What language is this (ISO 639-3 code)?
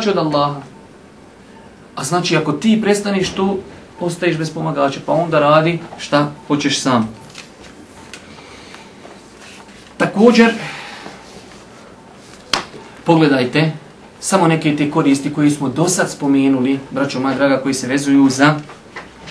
bos